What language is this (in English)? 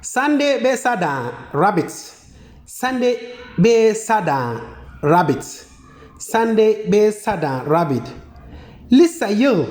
Konkomba